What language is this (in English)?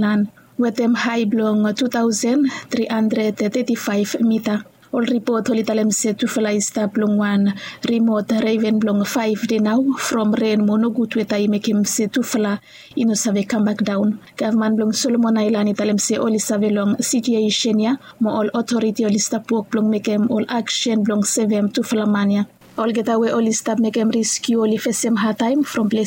Bislama